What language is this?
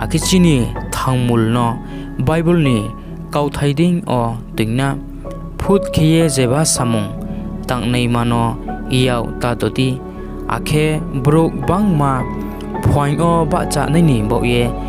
Riang (India)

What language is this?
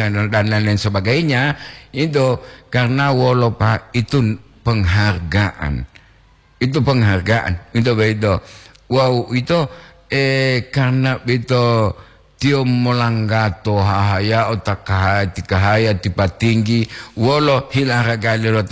Gorontalo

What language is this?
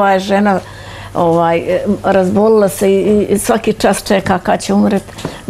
Bosnian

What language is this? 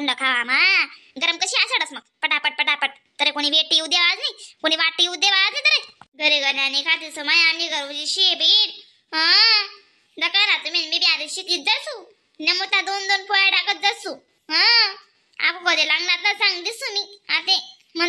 Khandesi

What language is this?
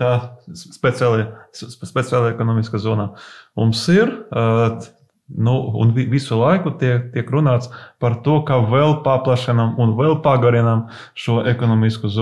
Latvian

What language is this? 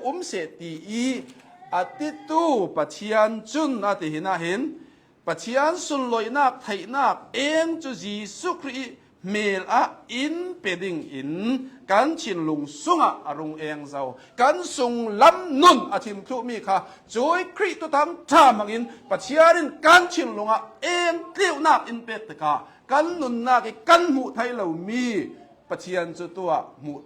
Hakha Chin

